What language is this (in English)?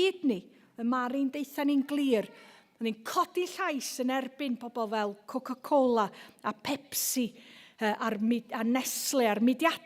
Welsh